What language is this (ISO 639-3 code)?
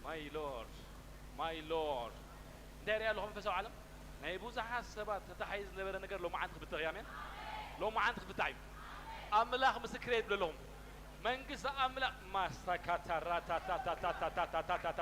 tir